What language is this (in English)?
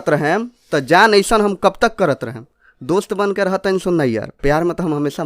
Bhojpuri